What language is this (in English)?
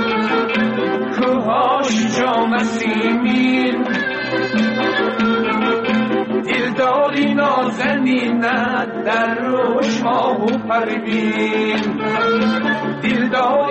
Persian